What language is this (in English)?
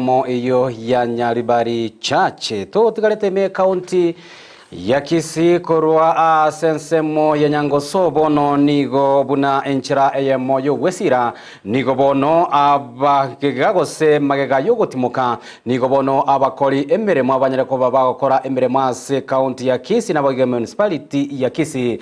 Gusii